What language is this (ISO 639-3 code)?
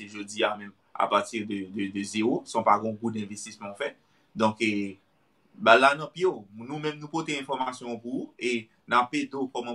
hat